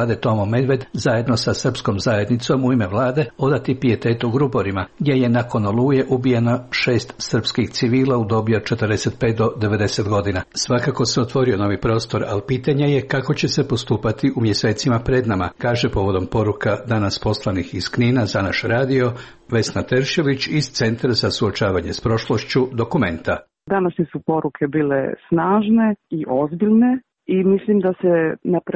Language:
Croatian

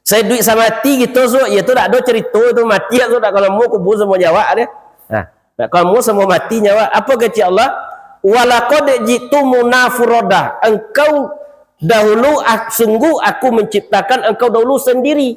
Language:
Minangkabau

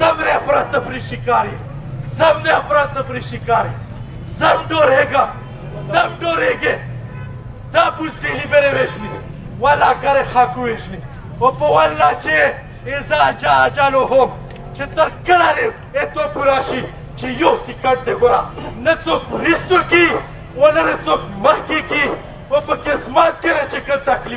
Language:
Pashto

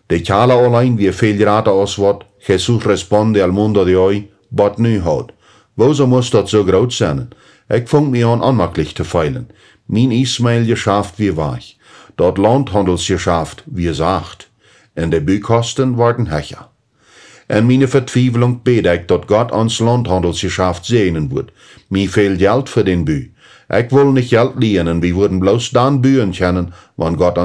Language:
Plautdietsch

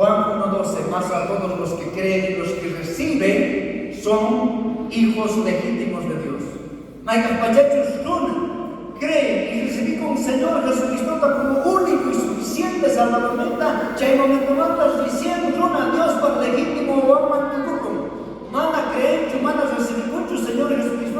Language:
South Bolivian Quechua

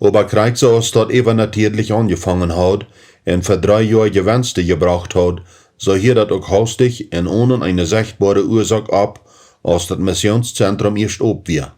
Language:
Plautdietsch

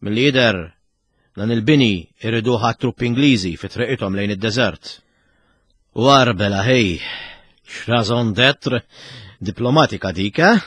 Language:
Maltese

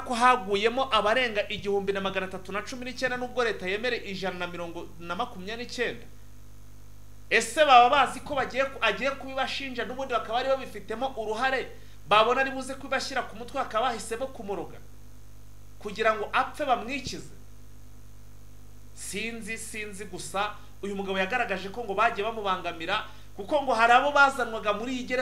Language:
Kinyarwanda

